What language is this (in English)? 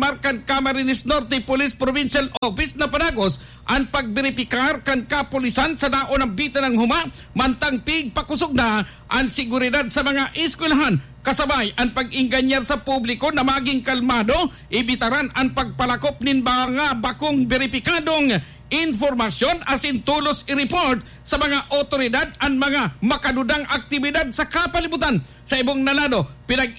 Bikol